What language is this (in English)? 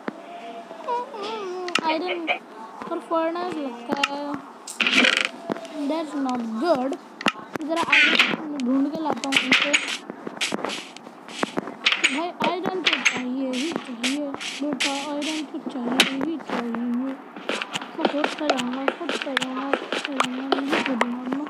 Hindi